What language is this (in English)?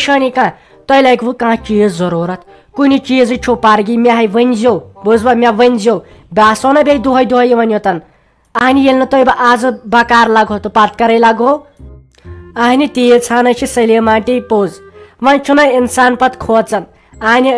Kashmiri